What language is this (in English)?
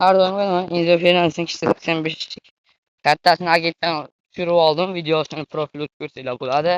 Uzbek